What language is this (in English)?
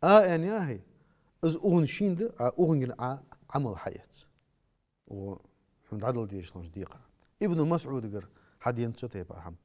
Ingush